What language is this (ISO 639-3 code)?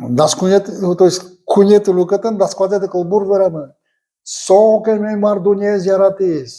udm